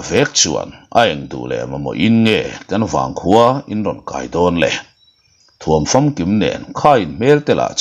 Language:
Mizo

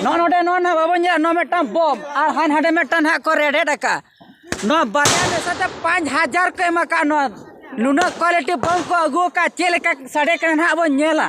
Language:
Santali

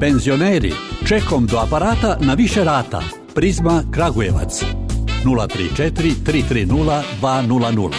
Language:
Serbian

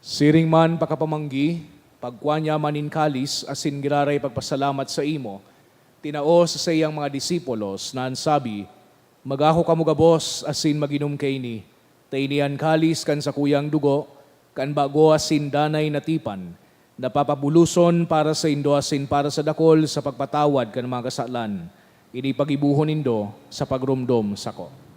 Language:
Bikol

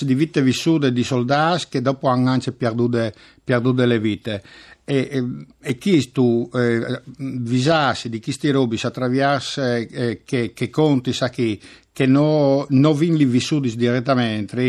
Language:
Friulian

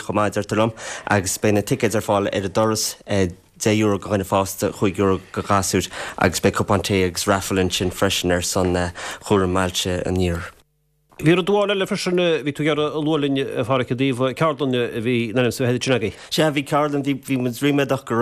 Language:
Irish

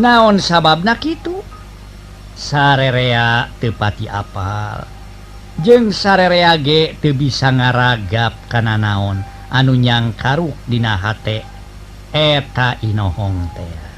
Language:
Sundanese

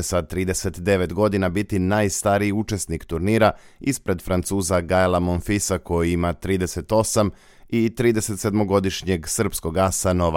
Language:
Serbian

